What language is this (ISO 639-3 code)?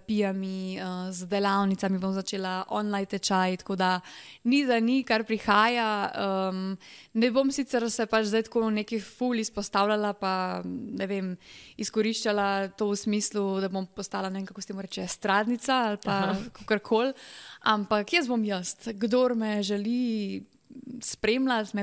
slv